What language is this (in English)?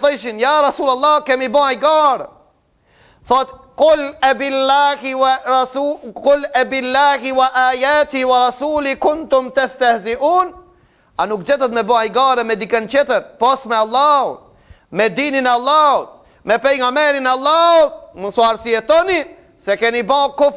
Albanian